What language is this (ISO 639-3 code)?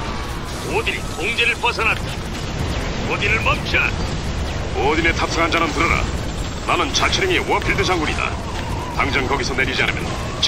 kor